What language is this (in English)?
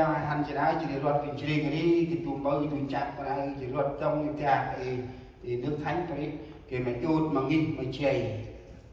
Central Mnong